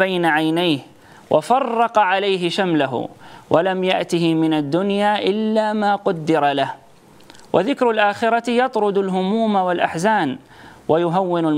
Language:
Arabic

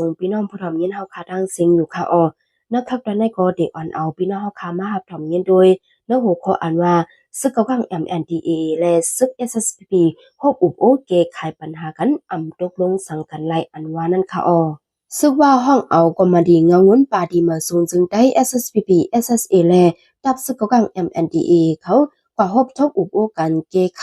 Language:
Shan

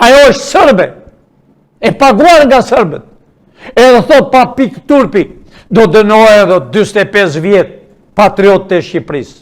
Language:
Albanian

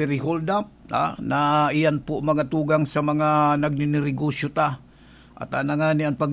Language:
Bikol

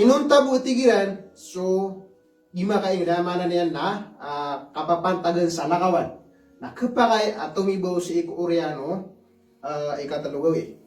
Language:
Maranao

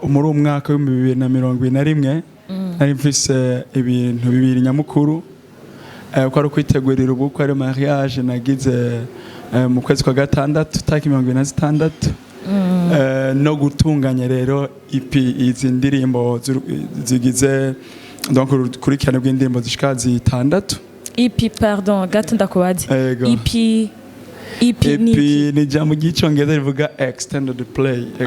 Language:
Rundi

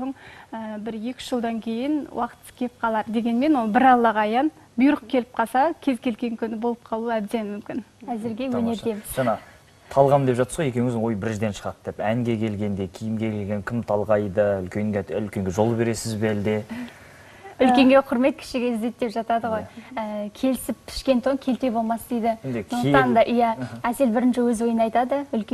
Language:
Kazakh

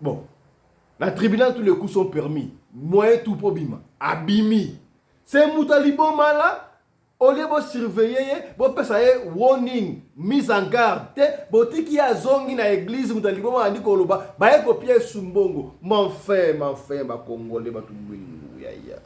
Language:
Lingala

